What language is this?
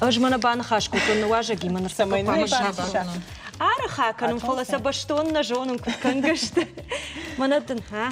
Ossetic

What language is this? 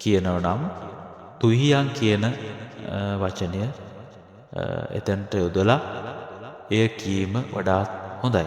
Sinhala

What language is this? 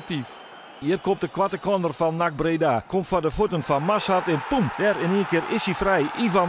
Western Frisian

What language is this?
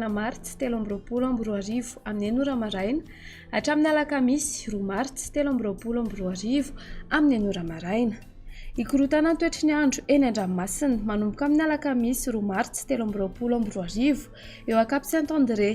Malagasy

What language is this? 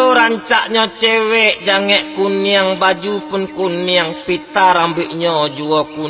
Minangkabau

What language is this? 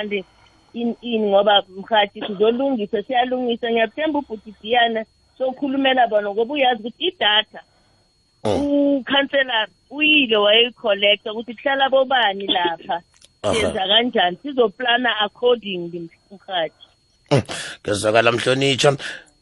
South Ndebele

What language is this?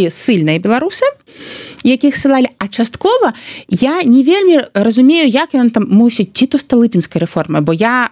Belarusian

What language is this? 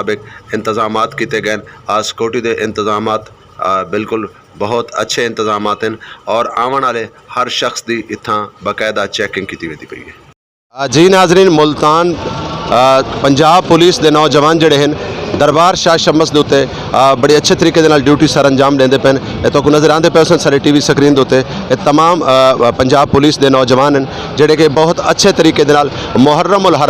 Saraiki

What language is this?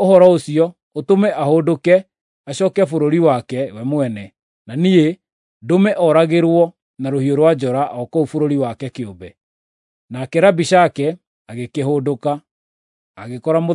Kikuyu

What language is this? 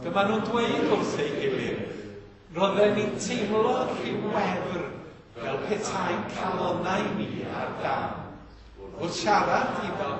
Welsh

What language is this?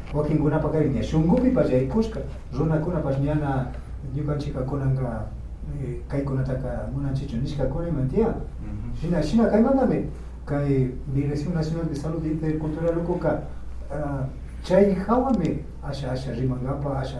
Imbabura Highland Quichua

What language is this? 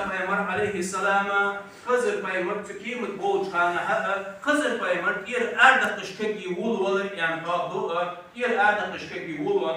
Ingush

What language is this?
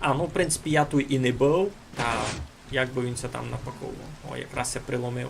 Rusyn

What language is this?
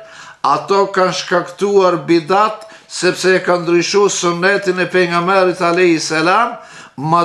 Albanian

